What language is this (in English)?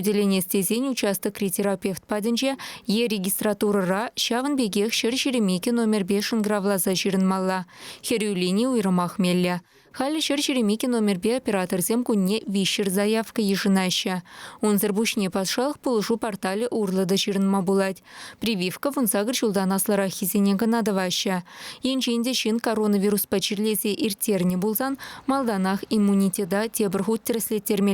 Chuvash